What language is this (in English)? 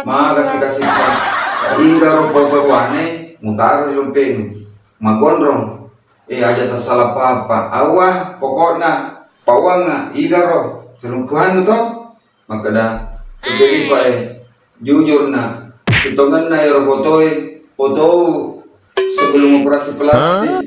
Buginese